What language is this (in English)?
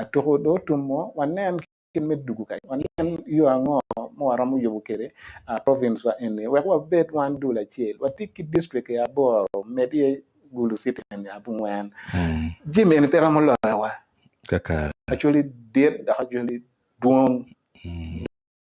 Acoli